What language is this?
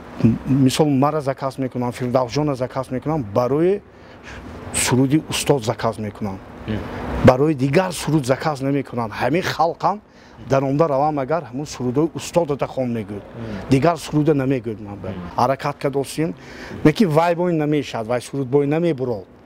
Tajik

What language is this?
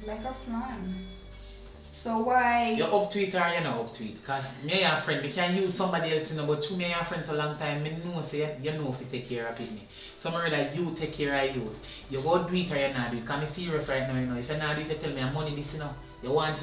Jamaican Creole English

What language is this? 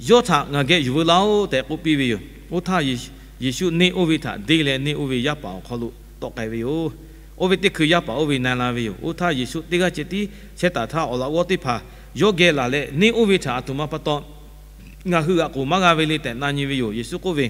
Lahu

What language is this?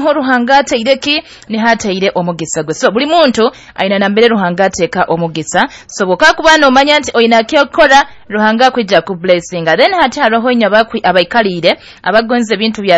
Nyoro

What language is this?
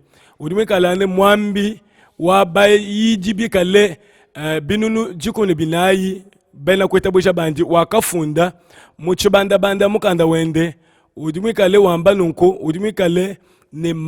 Luba-Lulua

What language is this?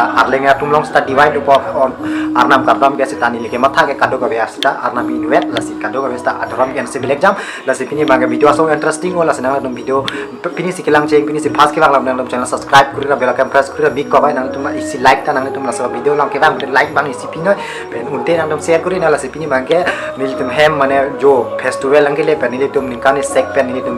Karbi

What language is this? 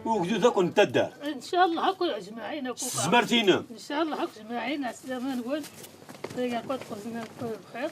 Kabyle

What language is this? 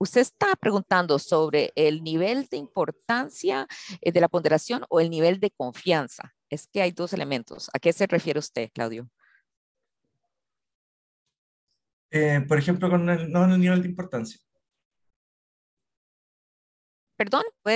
Spanish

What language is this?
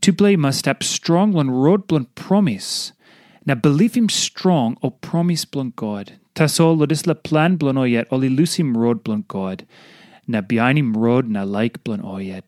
Tok Pisin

